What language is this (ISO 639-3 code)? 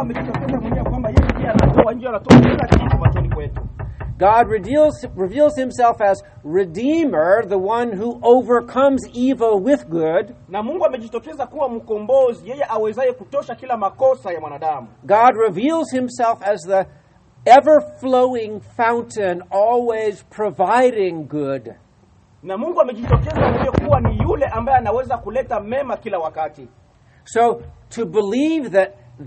swa